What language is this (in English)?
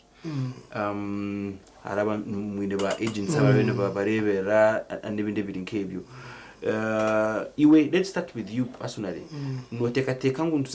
Nyankole